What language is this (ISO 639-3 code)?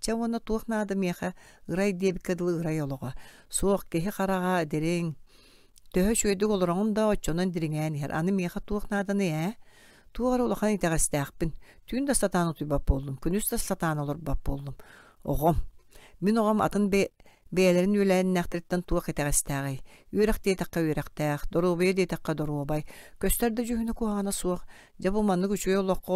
sah